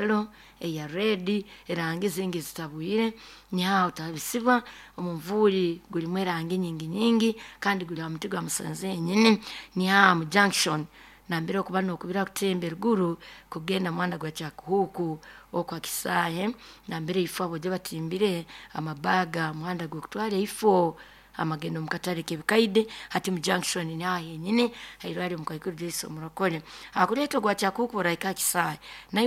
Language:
Nyoro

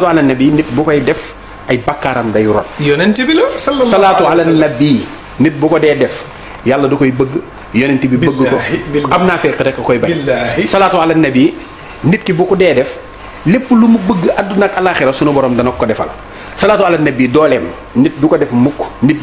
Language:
Wolof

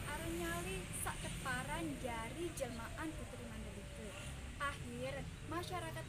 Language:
Sasak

